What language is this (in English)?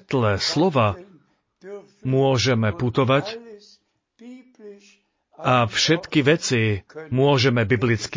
Slovak